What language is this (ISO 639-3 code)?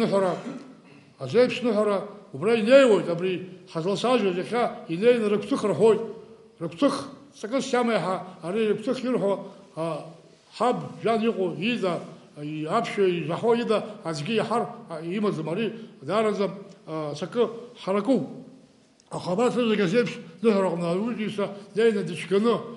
abk